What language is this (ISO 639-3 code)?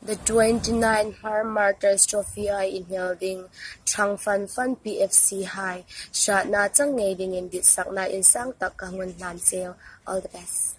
hmr